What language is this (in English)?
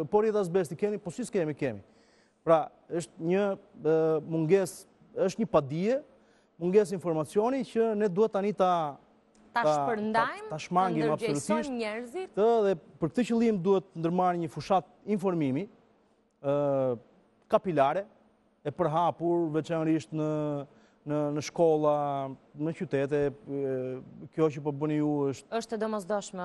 Albanian